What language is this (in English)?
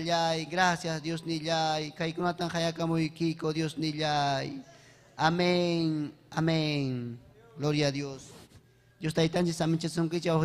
Ayacucho Quechua